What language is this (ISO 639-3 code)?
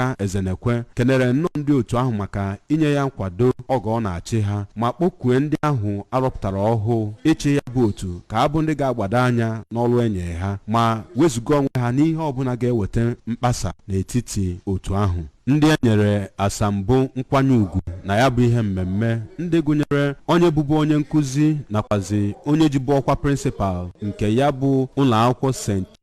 ibo